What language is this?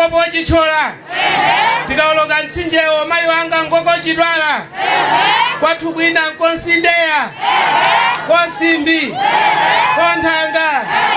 Nyanja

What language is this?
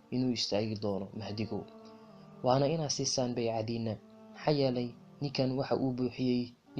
Somali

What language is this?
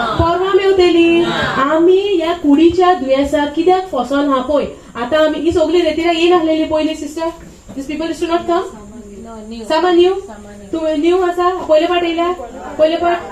Konkani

